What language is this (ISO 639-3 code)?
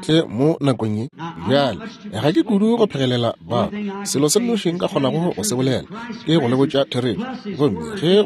nso